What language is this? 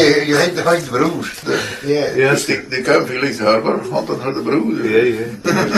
Scots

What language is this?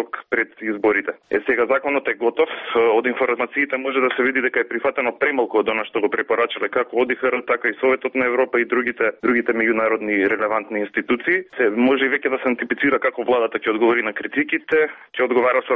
Macedonian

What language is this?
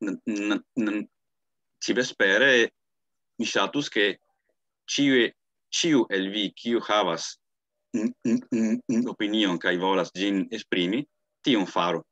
Esperanto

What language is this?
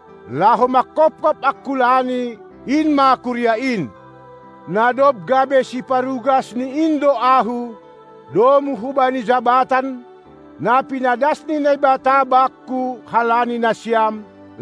Batak Simalungun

